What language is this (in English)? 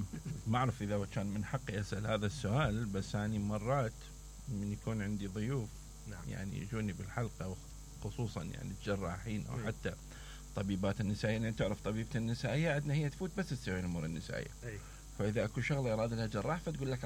Mesopotamian Arabic